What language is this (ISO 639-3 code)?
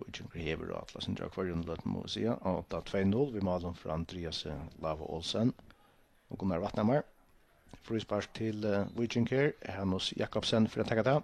fao